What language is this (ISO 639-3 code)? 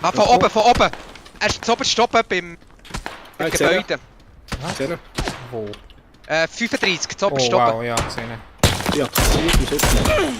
gsw